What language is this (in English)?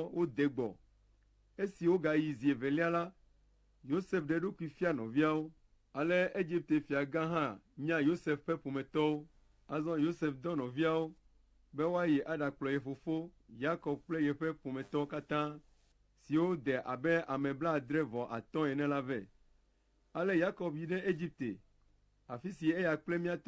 Ewe